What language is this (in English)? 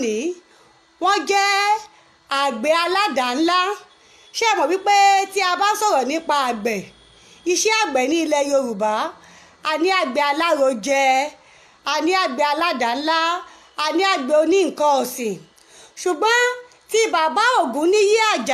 Yoruba